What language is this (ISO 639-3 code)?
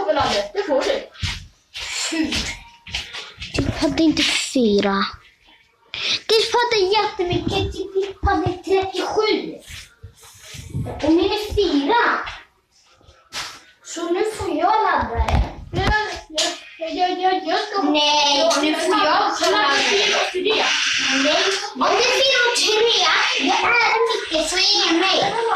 swe